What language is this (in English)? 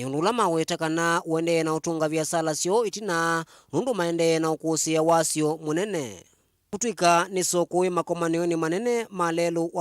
Kamba